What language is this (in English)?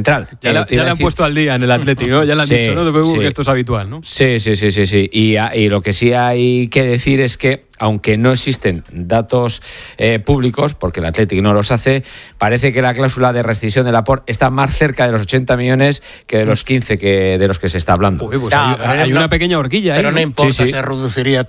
Spanish